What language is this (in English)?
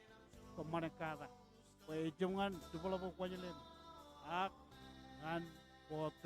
Marshallese